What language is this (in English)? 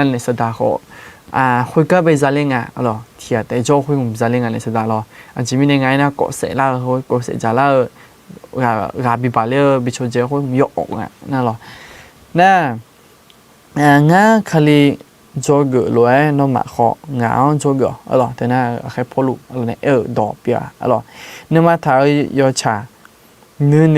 Akha